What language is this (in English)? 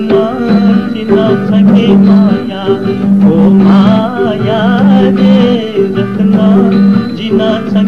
Newari